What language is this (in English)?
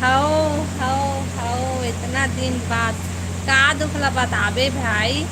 Chhattisgarhi